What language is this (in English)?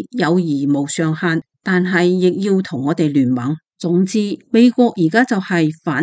Cantonese